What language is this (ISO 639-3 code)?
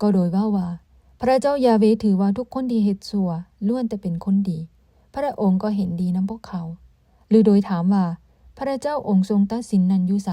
lao